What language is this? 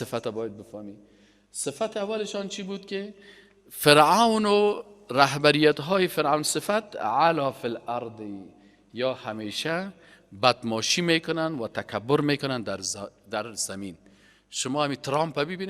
Persian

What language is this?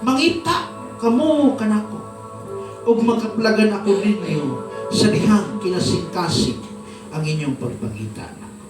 Cebuano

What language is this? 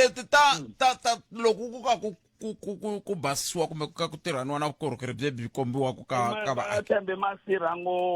Tsonga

